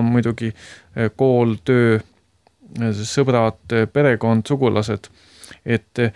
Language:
Estonian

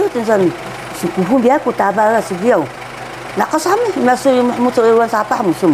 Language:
Taroko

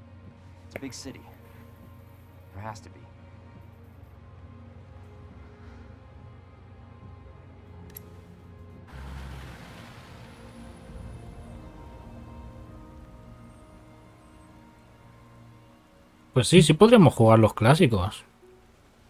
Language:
Spanish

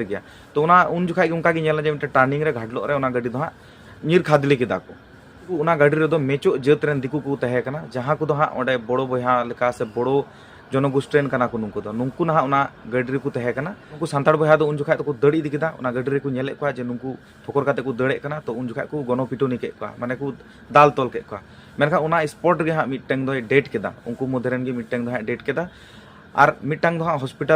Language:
Santali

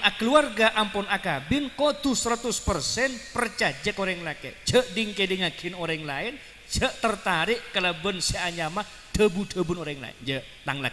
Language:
Madurese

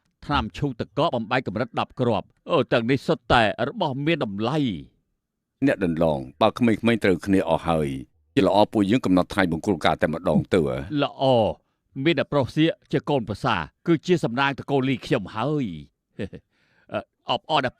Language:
Khmer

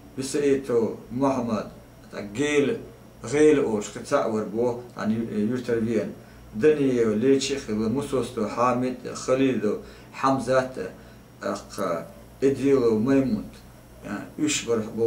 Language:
Chechen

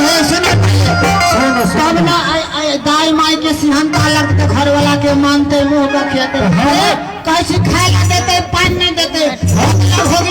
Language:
Maithili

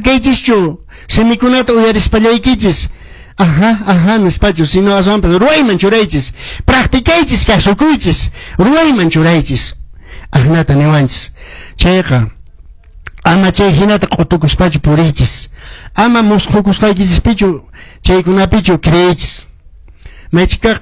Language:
Quechua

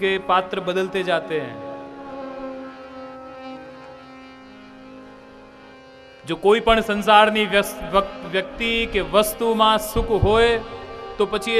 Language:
Gujarati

